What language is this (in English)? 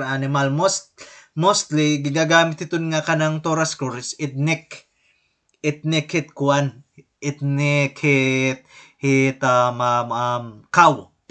Waray